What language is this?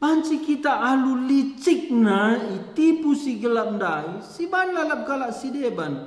Batak Karo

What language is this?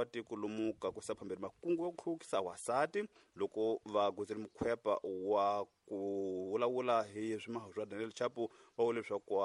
Tsonga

